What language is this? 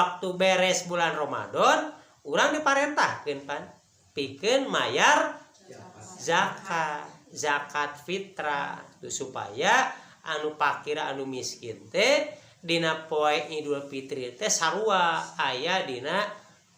Sundanese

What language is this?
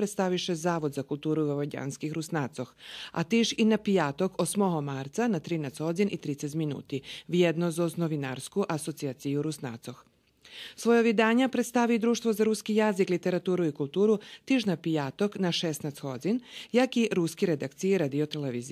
Rusyn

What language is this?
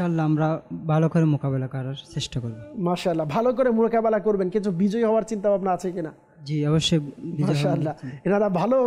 Bangla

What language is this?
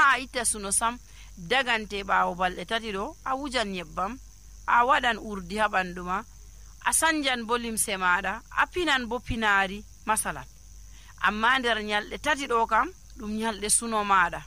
Nigerian Fulfulde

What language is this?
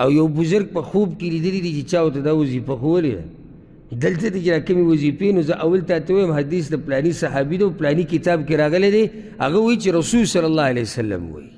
Pashto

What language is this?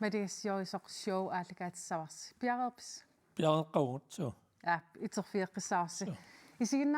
Kalaallisut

